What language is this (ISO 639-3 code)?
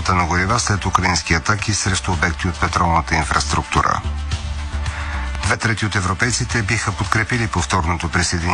bul